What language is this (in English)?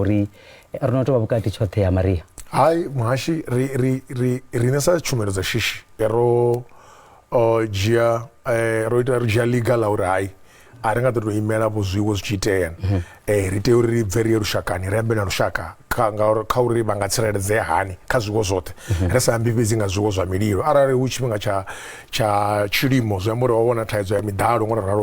Venda